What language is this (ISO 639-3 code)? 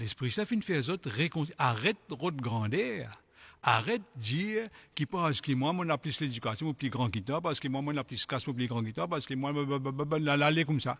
mfe